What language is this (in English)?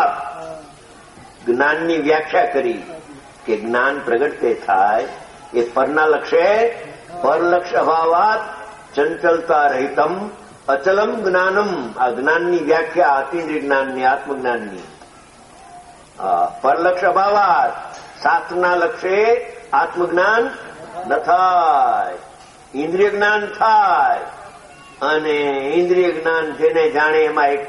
Gujarati